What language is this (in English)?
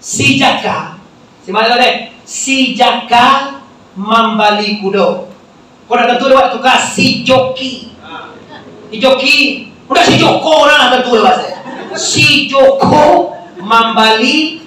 Minangkabau